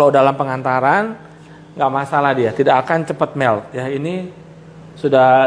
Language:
Indonesian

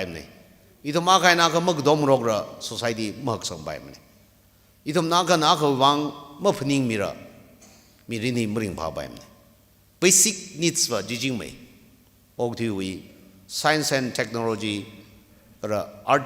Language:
Tangkhul Naga (India)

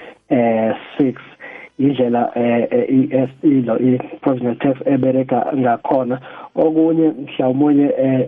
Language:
South Ndebele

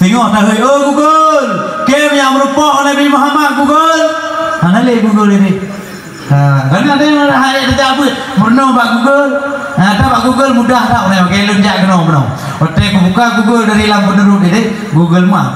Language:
Achinese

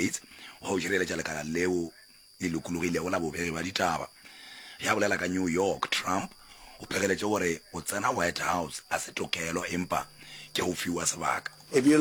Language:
Northern Sotho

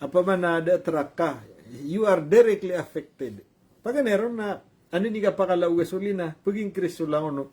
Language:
Maranao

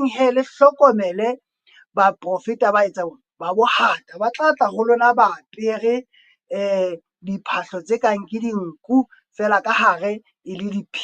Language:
Southern Sotho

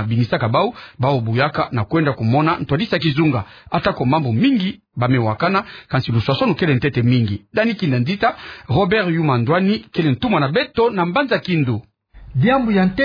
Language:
Kituba (Democratic Republic of Congo)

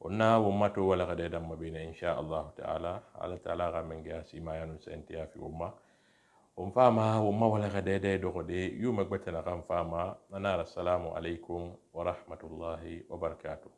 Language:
Susu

